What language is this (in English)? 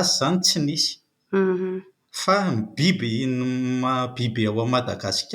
Malagasy